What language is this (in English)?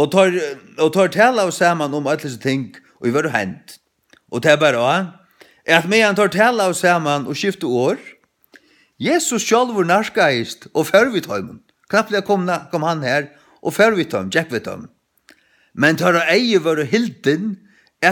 Faroese